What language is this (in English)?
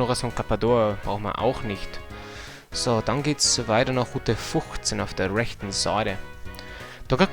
Bavarian